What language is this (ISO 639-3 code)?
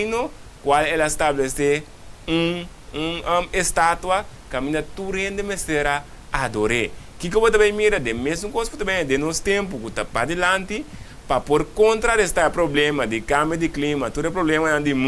pap